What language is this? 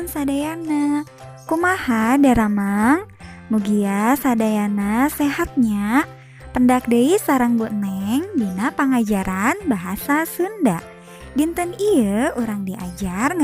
Sundanese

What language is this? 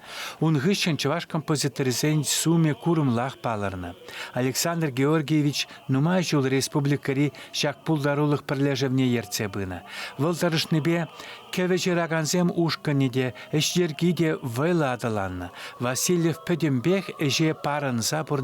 Chuvash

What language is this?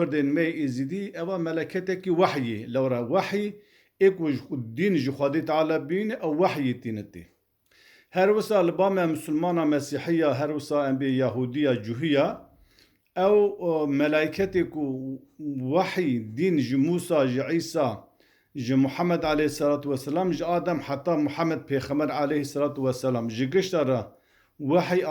Kurdish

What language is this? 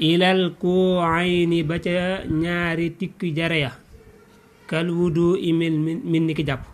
Wolof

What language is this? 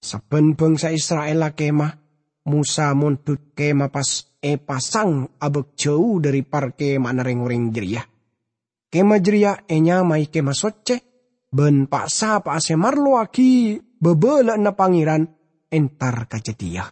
Madurese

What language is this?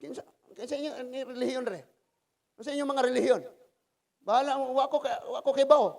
Cebuano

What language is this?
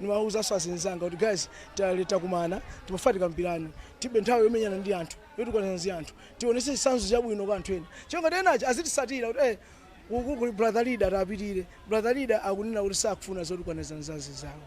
Nyanja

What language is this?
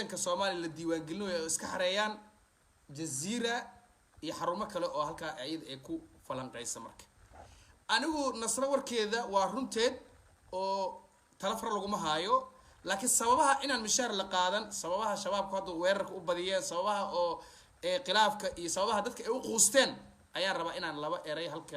Somali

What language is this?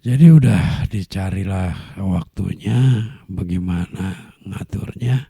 Betawi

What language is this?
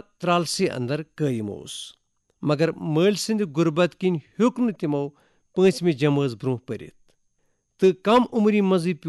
Kashmiri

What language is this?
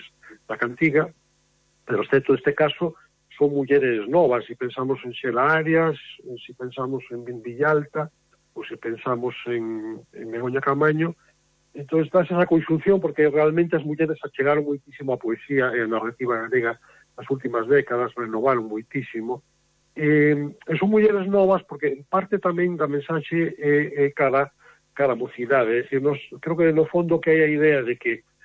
Galician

